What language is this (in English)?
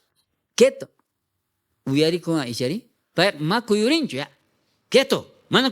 South Bolivian Quechua